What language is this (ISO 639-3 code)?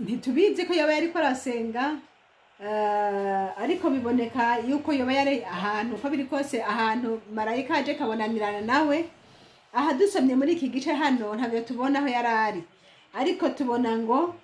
run